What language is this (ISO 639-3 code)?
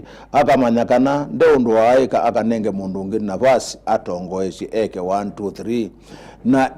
kam